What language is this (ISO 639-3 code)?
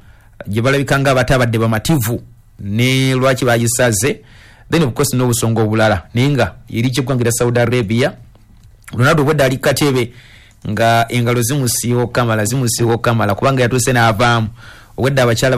lug